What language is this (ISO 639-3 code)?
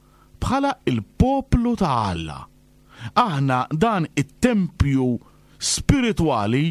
mlt